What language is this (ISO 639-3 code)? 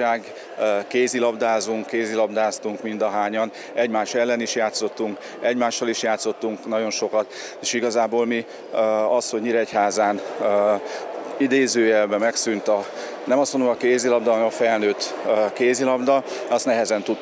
hun